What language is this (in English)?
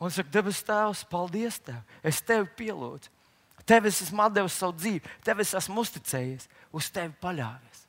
Latvian